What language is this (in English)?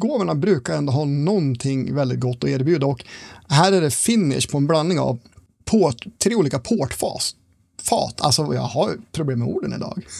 Swedish